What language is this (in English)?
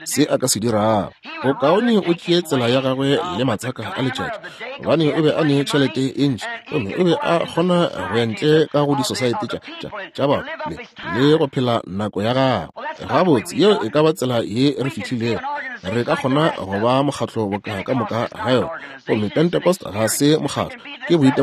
Northern Sotho